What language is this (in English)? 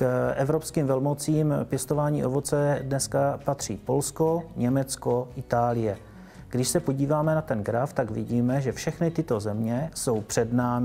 Czech